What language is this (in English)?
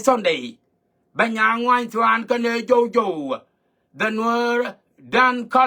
Nuer